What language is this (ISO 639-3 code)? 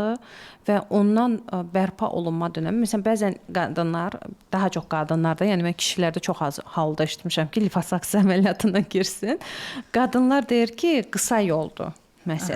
aze